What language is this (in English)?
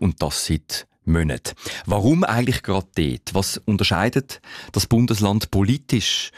German